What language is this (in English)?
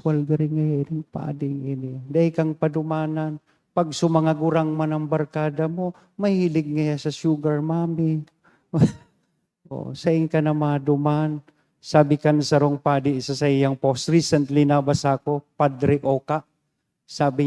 Bikol